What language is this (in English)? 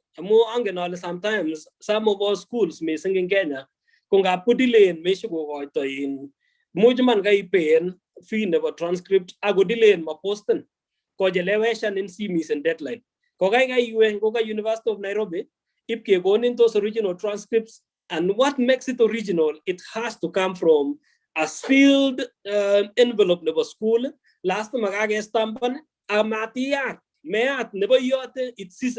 Kalenjin